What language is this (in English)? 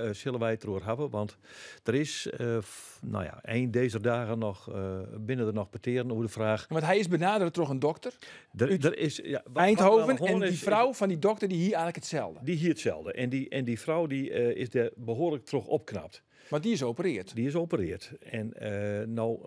Western Frisian